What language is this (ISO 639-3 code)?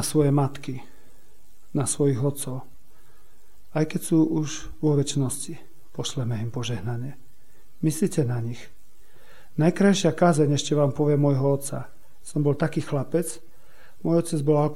slk